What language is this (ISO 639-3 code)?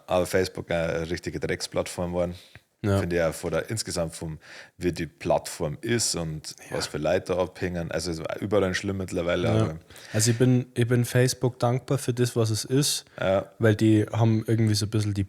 bar